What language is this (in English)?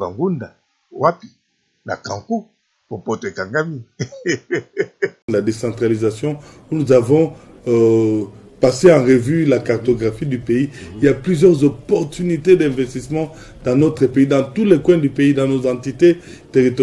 Lingala